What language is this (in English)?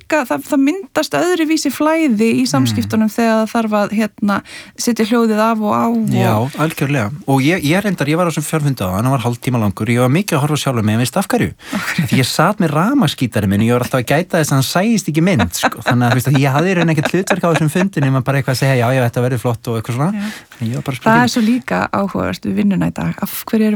Icelandic